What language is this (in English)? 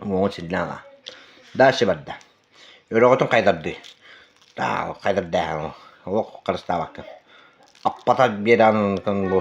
Yakut